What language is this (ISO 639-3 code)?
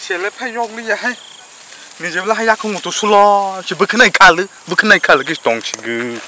trp